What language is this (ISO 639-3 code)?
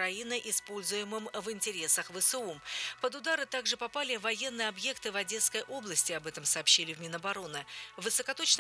rus